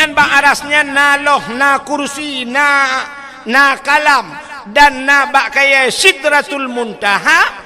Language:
Achinese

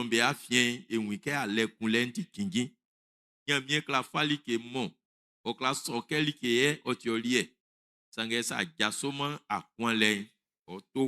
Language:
Baoulé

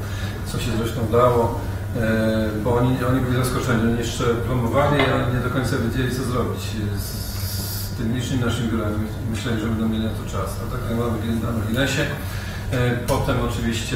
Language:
Polish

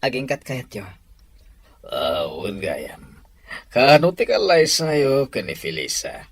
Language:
Iloko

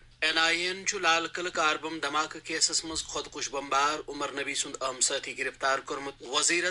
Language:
Kashmiri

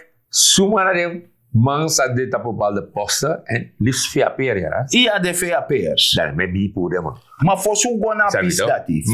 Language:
Sranan Tongo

